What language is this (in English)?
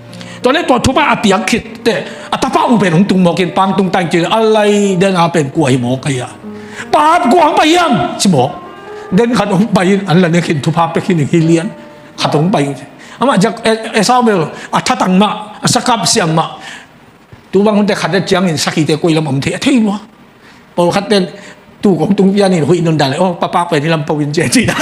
Tedim Chin